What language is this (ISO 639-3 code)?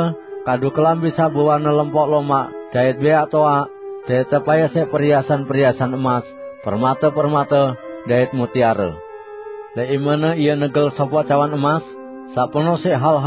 sas